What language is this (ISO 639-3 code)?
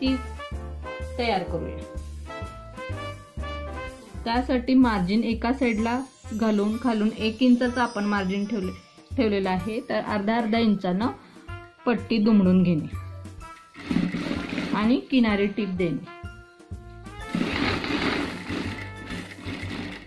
mar